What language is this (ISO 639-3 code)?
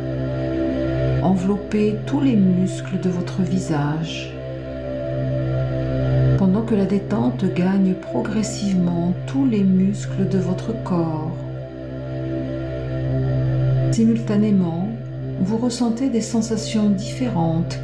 fra